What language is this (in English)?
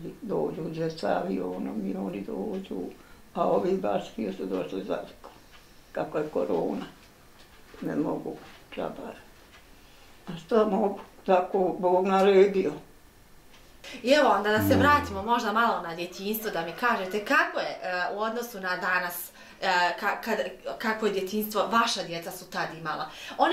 Bosnian